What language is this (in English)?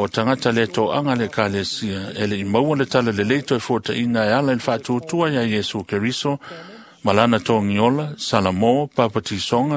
Samoan